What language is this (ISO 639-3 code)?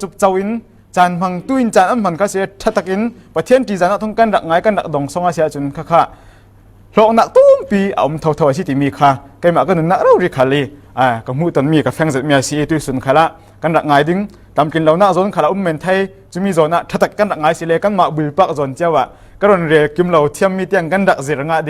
cfm